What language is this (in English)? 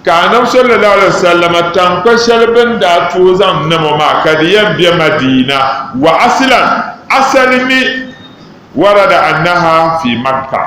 Dagbani